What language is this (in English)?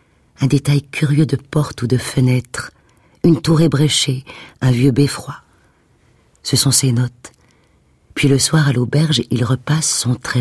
French